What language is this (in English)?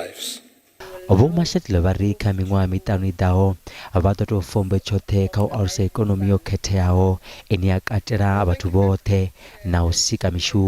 Venda